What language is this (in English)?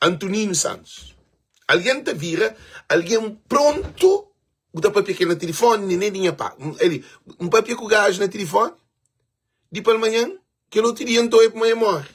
Kabuverdianu